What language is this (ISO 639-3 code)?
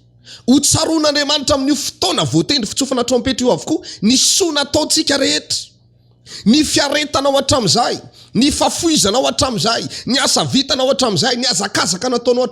mlg